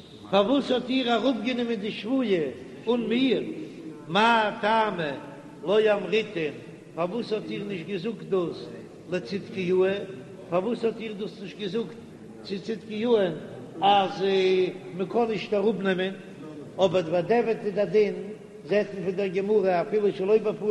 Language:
Yiddish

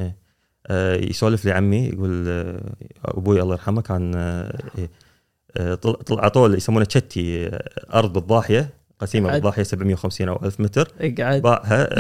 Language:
Gulf Arabic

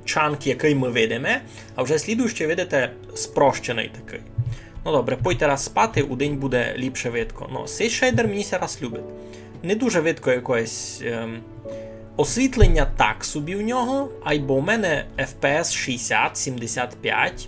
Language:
Rusyn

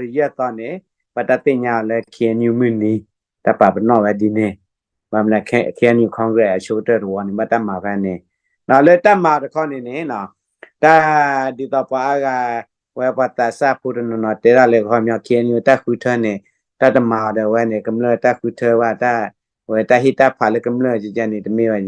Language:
S'gaw Karen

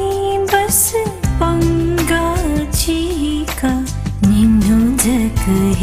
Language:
Newari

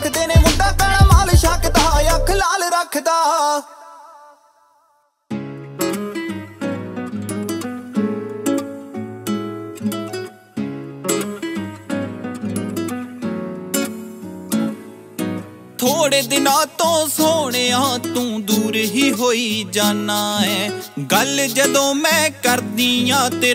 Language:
Punjabi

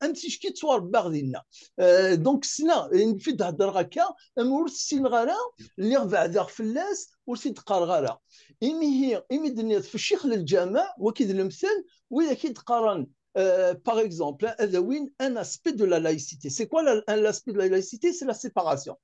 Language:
Kabyle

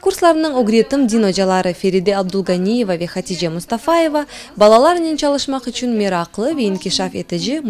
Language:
Crimean Tatar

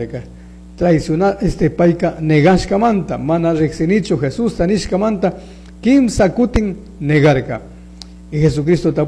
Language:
Chimborazo Highland Quichua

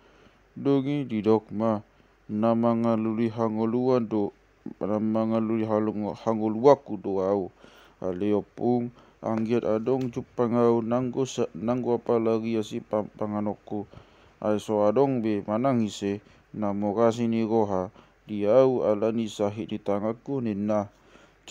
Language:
Batak Toba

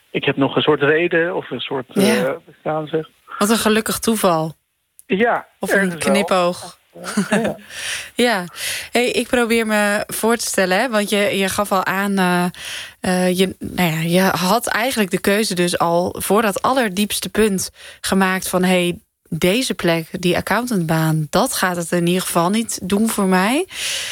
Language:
Dutch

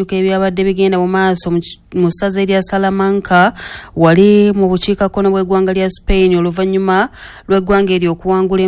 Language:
Ganda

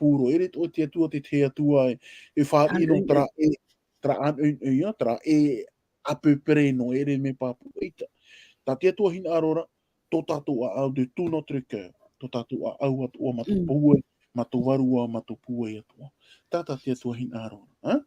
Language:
Tahitian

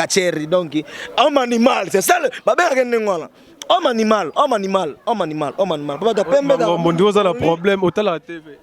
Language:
Lingala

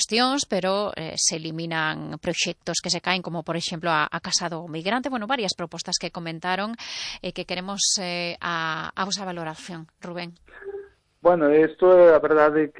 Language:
Galician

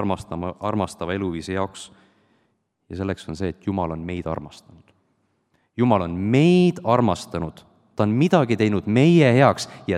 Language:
Estonian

